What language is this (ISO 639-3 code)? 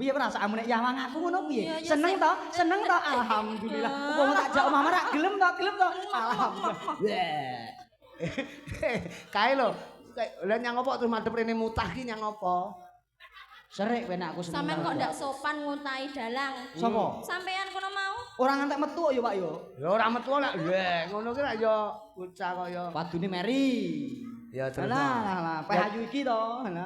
jav